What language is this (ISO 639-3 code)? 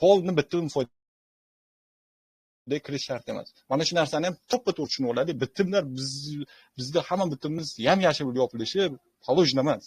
uzb